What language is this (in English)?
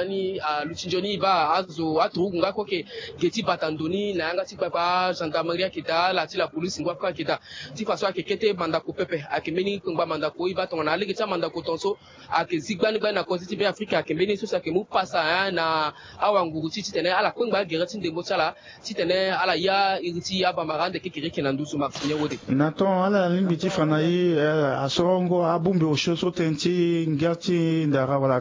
Sango